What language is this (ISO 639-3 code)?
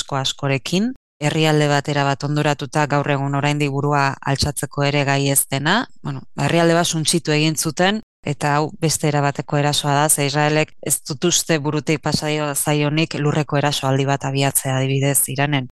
eus